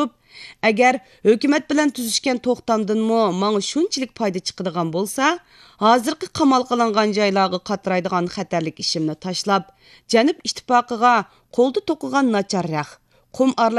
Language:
Uyghur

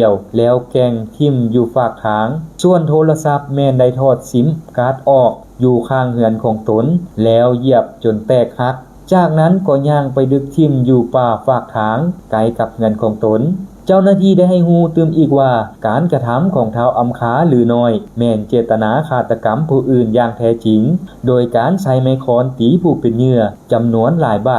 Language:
Lao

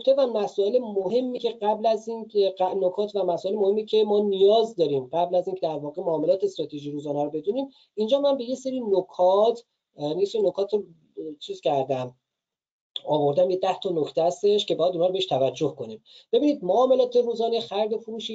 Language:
Persian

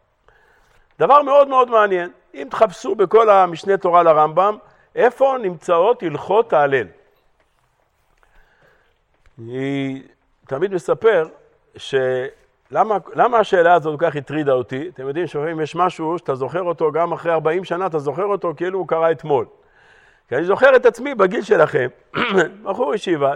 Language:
Hebrew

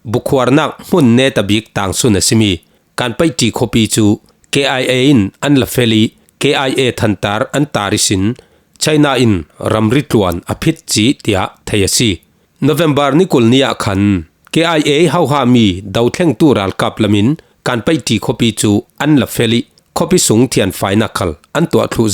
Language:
Falam Chin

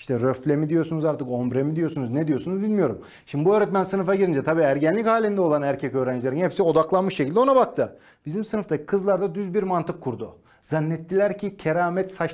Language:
Turkish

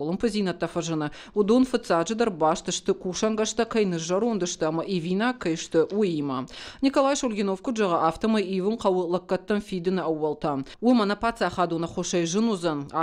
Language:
Ossetic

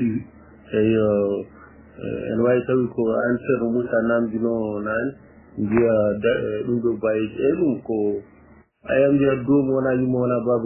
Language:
Fula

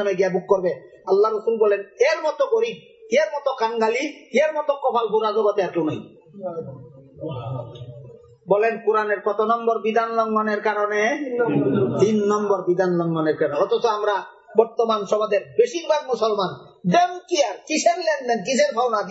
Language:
Bangla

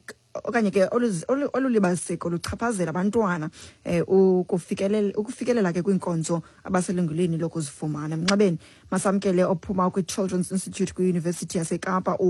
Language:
Xhosa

